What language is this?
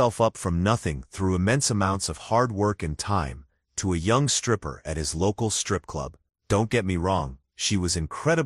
English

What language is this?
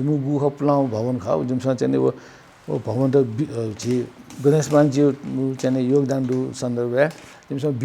Newari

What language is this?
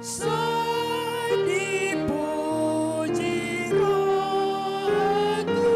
Batak Toba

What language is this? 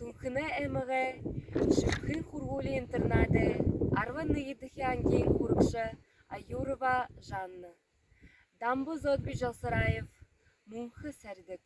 Buriat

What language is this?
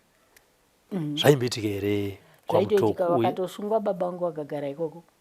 Shona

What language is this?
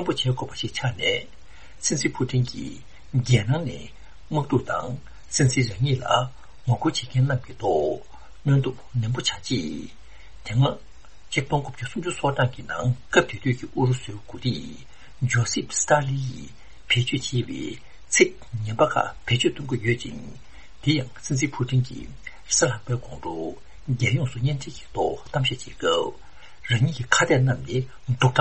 Tibetan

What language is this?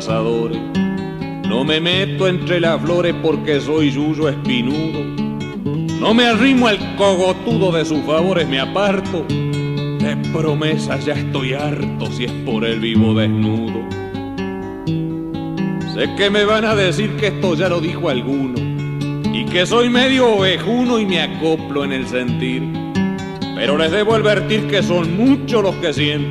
Spanish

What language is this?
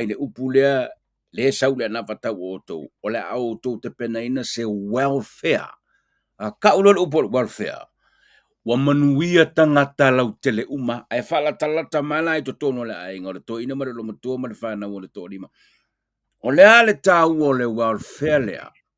Samoan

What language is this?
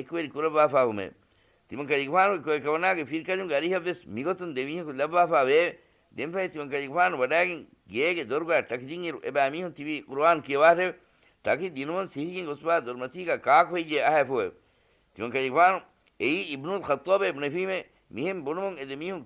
Divehi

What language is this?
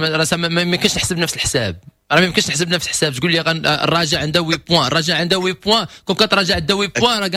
Moroccan Arabic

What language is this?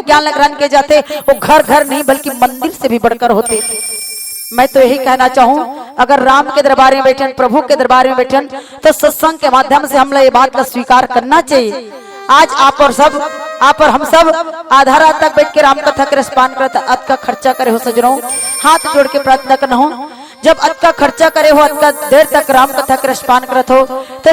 Chhattisgarhi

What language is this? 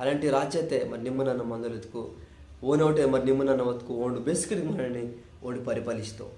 Koya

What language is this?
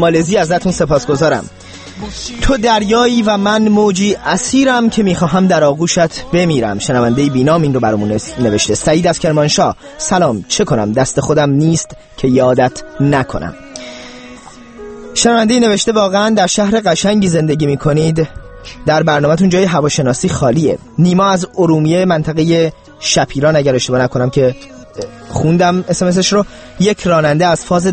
Persian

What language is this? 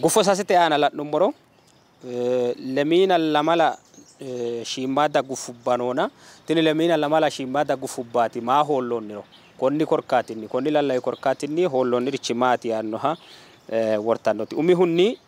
Sidamo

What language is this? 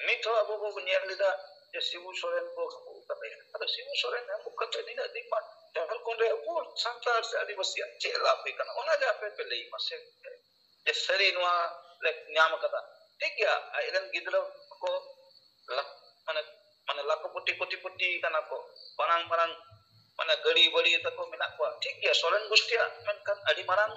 Santali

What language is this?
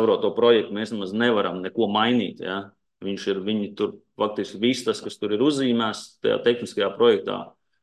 Latvian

